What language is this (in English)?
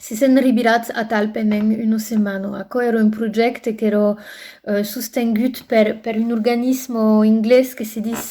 Occitan